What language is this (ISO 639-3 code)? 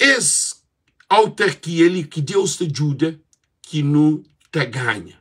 kea